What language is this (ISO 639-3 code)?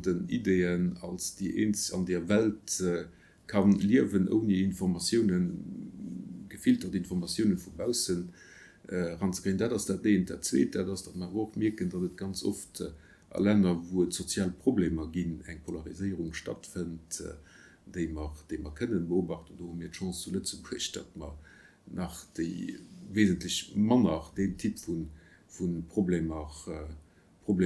ltz